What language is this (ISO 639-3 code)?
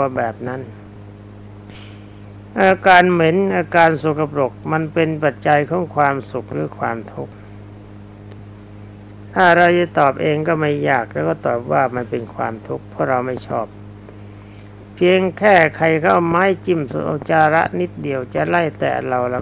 tha